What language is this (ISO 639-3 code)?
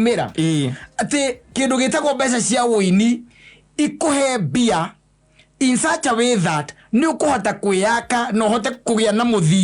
kik